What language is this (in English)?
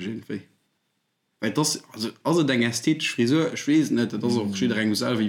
Luxembourgish